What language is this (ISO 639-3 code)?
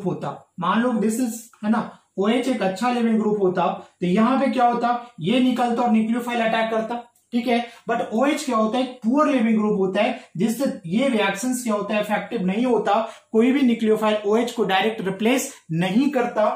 hin